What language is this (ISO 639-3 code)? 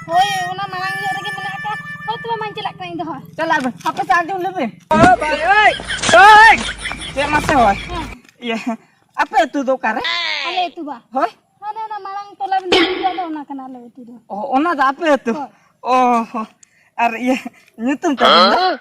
sat